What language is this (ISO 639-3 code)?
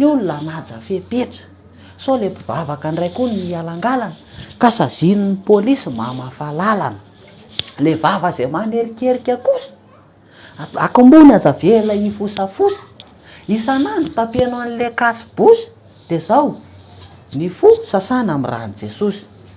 mlg